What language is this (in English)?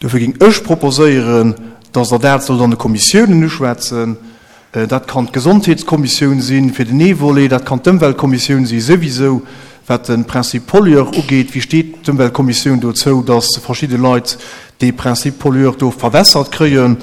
Luxembourgish